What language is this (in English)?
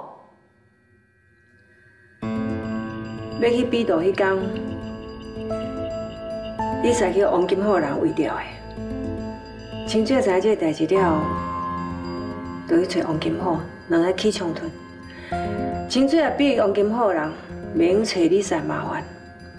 Min Nan Chinese